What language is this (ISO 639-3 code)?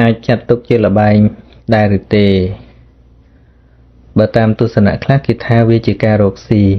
khm